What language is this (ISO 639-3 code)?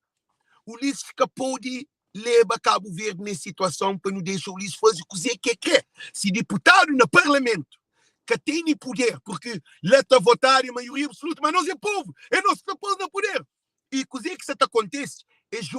kea